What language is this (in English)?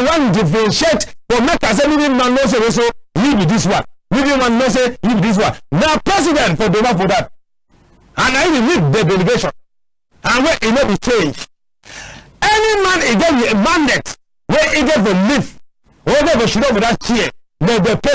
Cameroon Pidgin